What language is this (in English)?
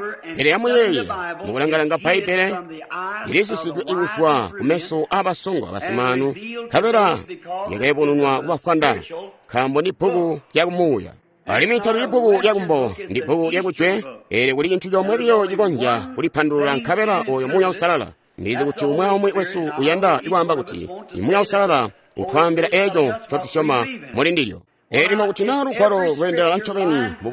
Tonga (Zambia)